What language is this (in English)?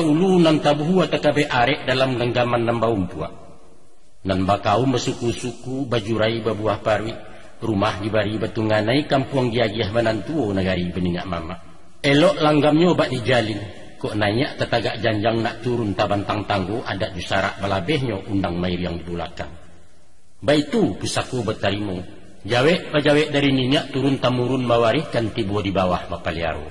Minangkabau